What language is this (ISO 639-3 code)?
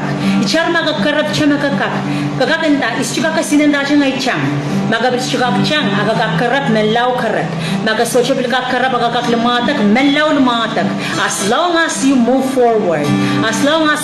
pon